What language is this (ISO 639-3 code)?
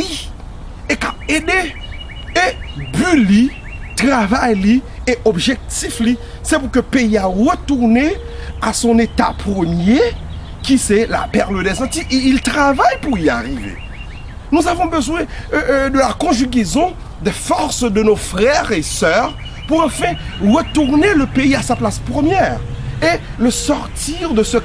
hat